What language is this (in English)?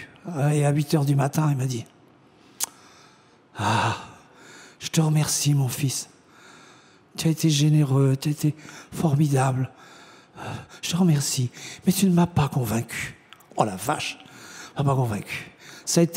French